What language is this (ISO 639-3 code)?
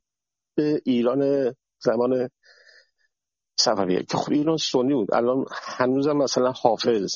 fas